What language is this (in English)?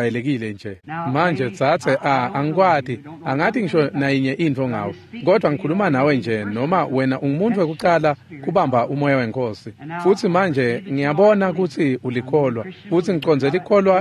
Swati